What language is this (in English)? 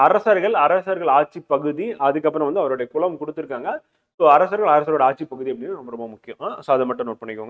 Tamil